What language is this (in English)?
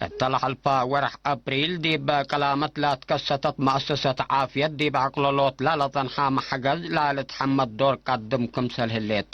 Tigre